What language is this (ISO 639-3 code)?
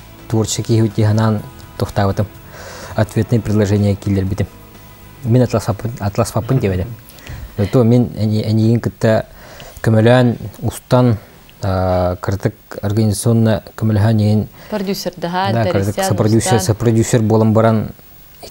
sah